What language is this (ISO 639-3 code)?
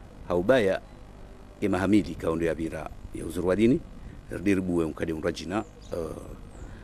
zdj